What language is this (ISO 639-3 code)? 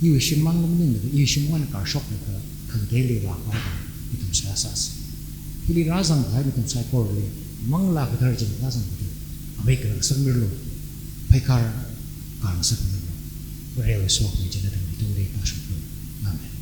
nmf